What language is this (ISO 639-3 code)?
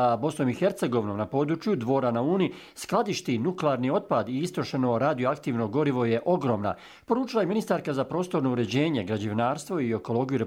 hrv